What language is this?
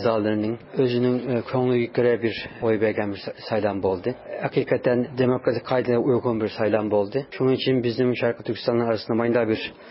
Uyghur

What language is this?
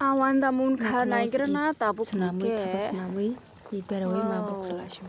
Kok Borok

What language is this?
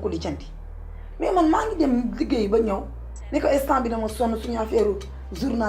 Wolof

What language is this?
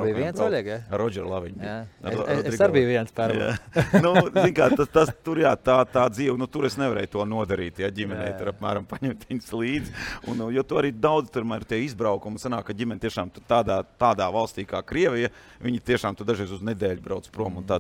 Latvian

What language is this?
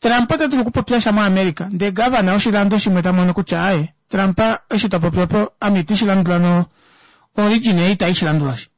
Kuanyama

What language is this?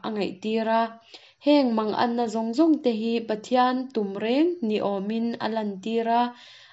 Mizo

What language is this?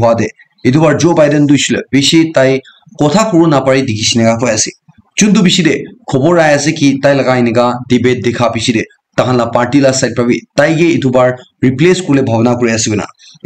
Naga Pidgin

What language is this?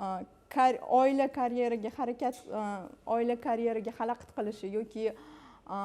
Uzbek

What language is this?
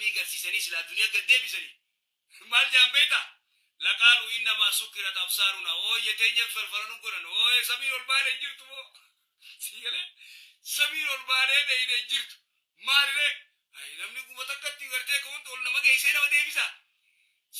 Oromo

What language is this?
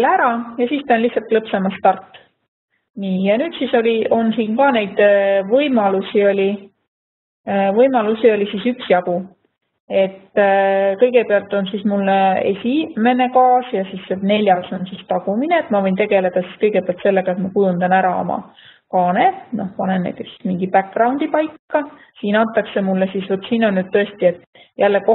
Estonian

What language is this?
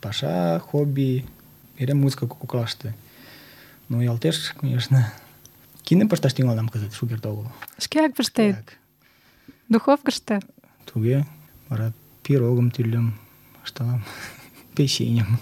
Mari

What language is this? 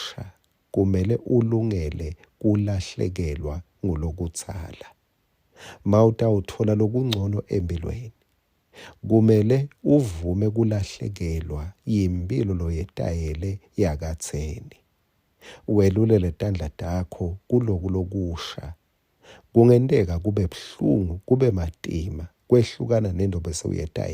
Swati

